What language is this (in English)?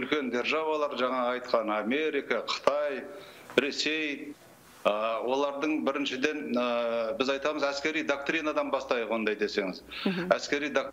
Kazakh